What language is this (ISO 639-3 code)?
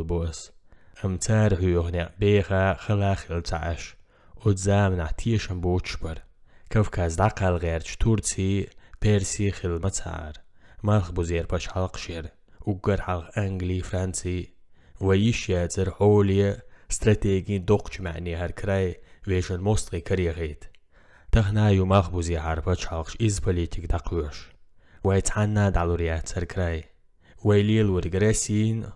che